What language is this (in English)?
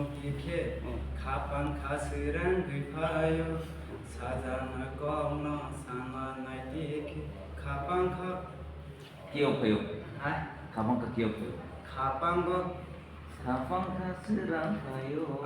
Kok Borok